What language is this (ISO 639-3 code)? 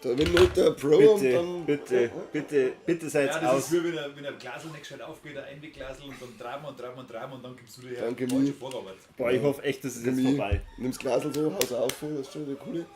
bar